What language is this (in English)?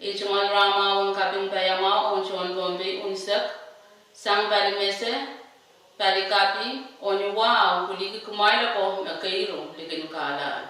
Pohnpeian